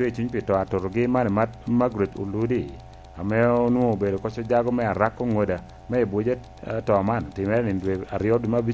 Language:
Lango (Uganda)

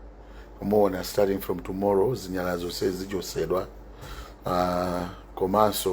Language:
Nyanja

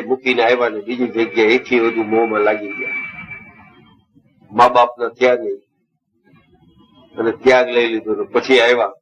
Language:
Gujarati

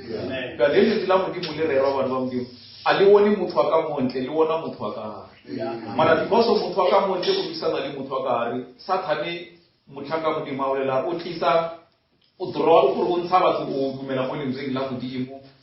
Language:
Northern Sotho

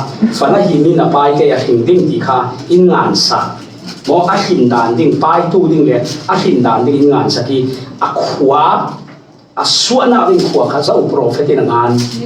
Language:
Falam Chin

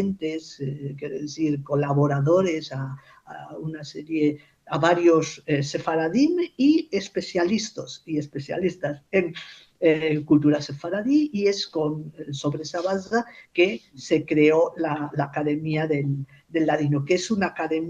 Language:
Ladino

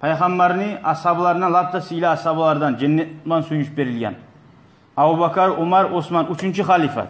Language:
Kumyk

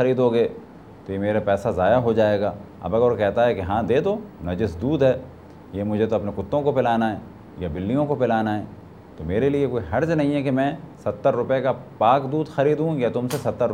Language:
Urdu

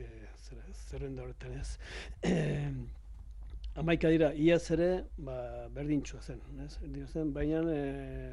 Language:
Basque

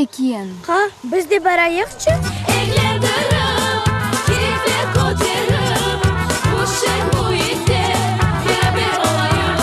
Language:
Crimean Tatar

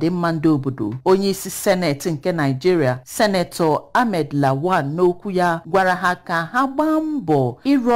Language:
Igbo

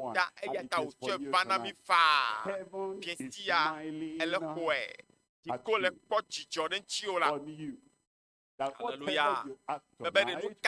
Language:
Ewe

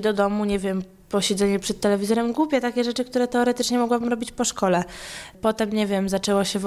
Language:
Polish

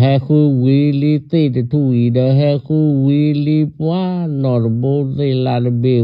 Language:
S'gaw Karen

